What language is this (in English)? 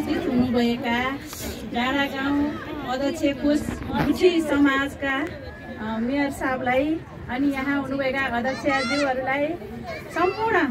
Nepali